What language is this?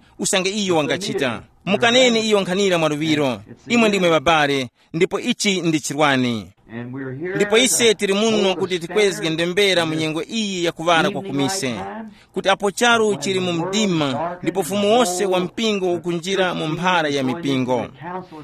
Tumbuka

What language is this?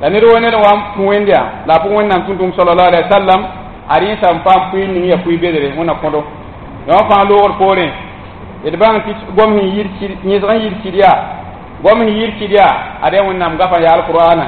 Mossi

